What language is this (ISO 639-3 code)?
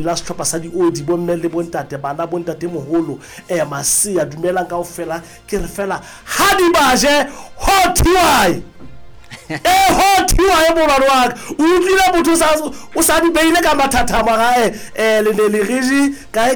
sot